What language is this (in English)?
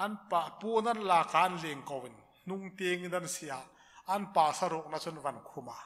Hmar